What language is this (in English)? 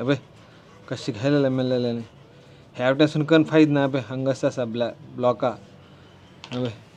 Konkani